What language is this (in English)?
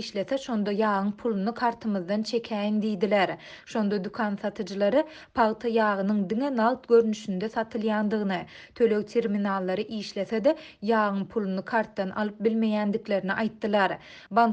Turkmen